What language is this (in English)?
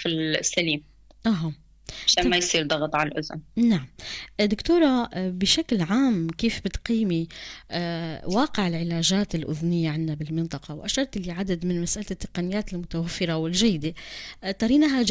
North Levantine Arabic